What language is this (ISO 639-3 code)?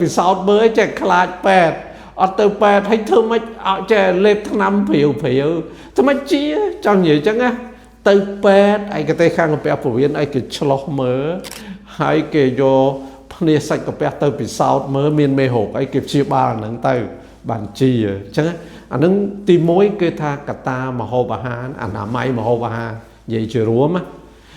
khm